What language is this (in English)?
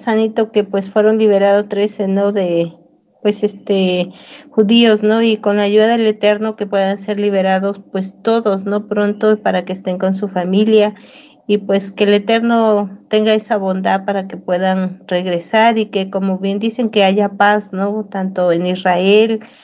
Spanish